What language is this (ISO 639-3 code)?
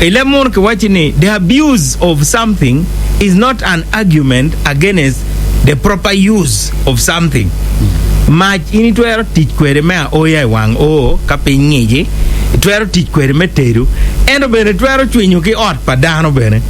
ach